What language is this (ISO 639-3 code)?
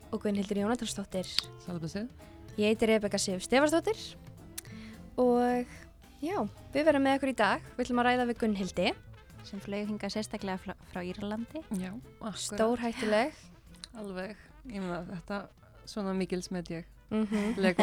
isl